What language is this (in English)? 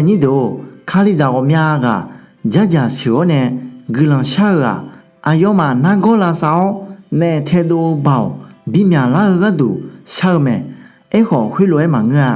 Akha